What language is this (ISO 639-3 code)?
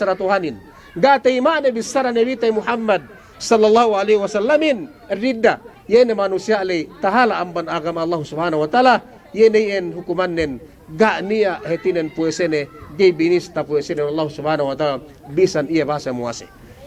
yka